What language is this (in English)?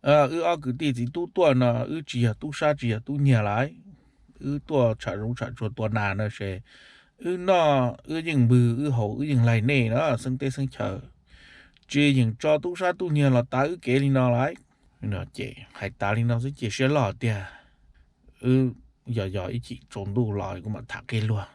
Hmong